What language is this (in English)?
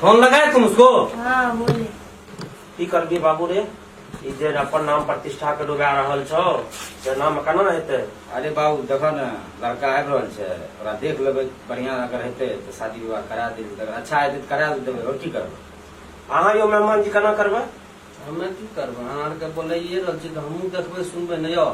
Maithili